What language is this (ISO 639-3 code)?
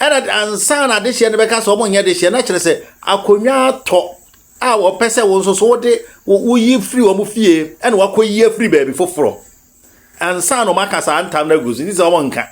aka